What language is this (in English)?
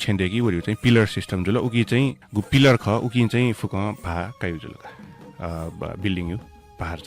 Newari